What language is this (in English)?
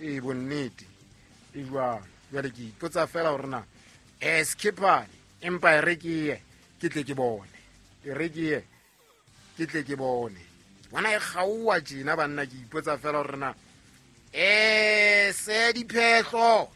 Southern Sotho